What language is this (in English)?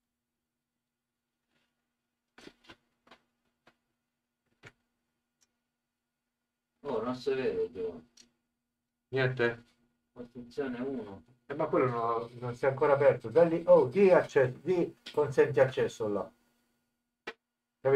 Italian